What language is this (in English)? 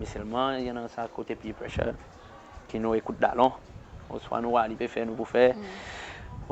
Seselwa Creole French